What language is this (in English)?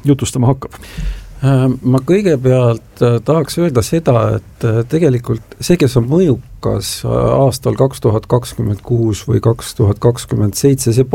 Estonian